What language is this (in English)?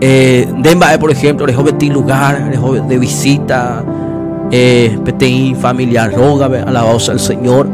Guarani